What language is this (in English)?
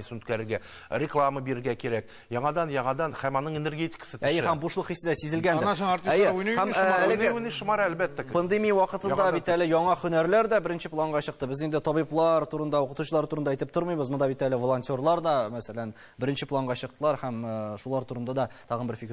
Tatar